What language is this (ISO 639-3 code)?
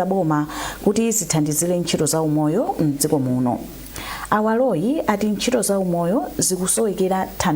nya